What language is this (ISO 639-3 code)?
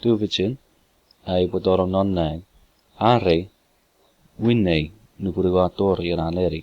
chk